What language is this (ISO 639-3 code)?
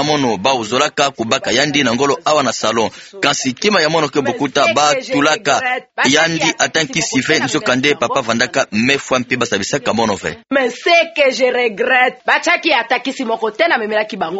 ktu